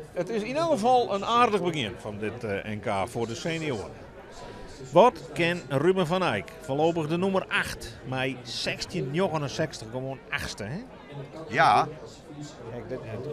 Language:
Western Frisian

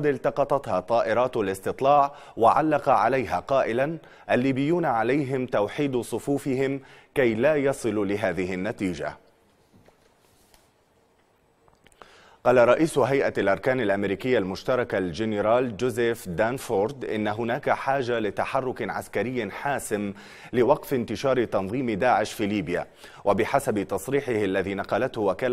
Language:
Arabic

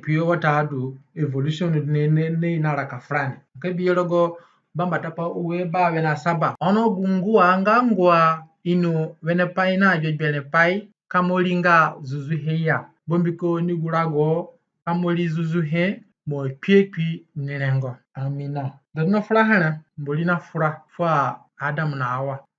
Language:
Zande (individual language)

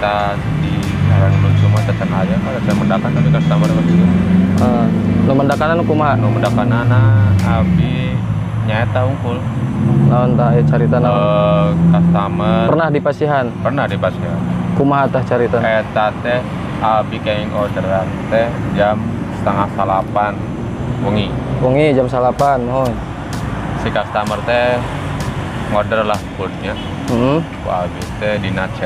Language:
Sundanese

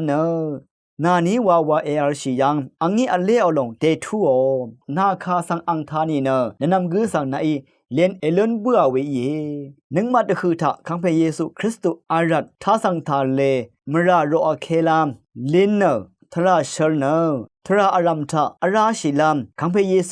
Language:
Rawang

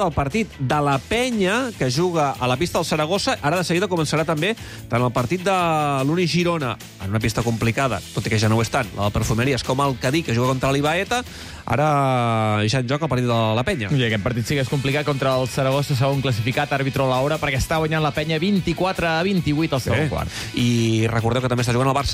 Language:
Catalan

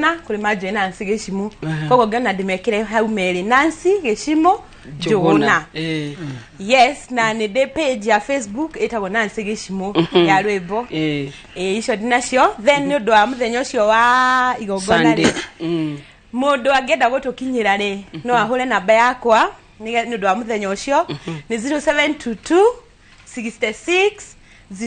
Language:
Kikuyu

